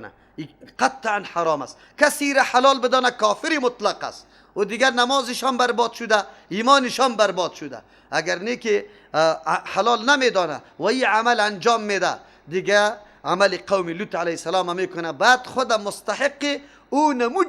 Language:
Persian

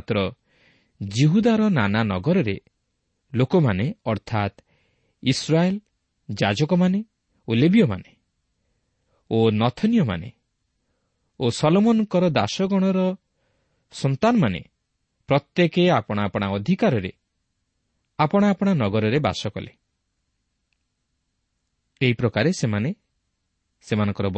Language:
Odia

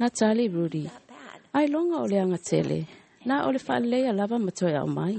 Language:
Samoan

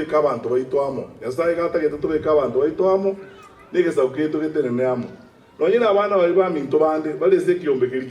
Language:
Gusii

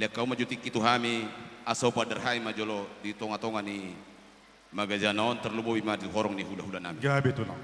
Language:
Batak Toba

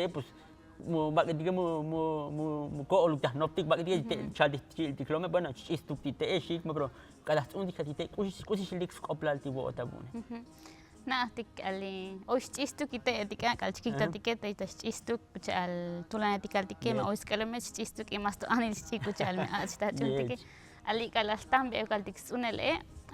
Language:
Tzotzil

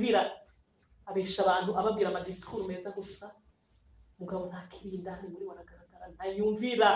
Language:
Rundi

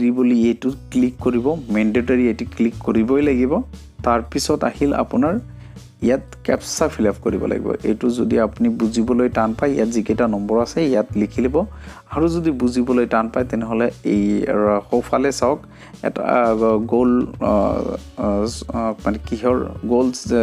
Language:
Assamese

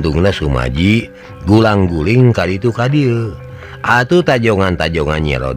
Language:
Sundanese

